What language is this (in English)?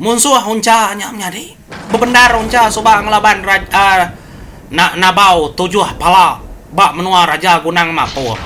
Iban